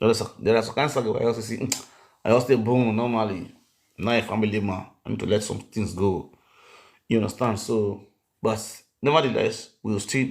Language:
Nigerian Pidgin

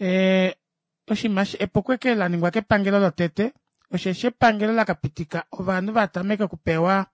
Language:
Kuanyama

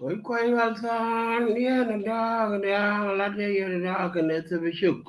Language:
Nuer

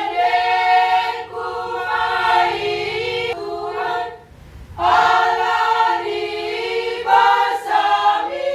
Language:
Batak Toba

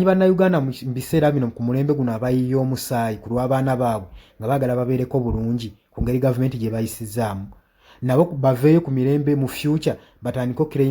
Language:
Ganda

